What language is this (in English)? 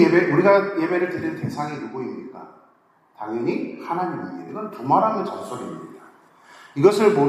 Korean